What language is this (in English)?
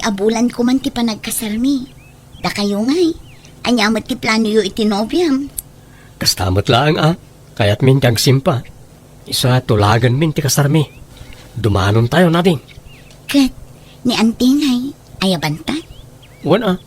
Iloko